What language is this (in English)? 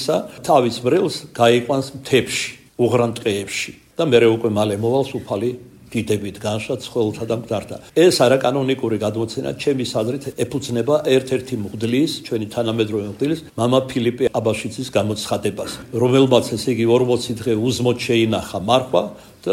Georgian